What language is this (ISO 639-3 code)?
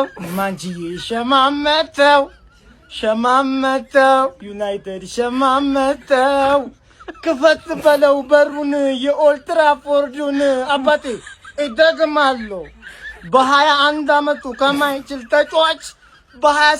amh